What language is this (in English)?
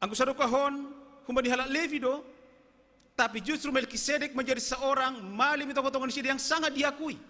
Batak Simalungun